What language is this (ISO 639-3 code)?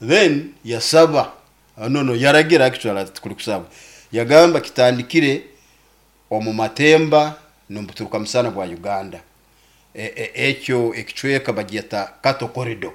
nyo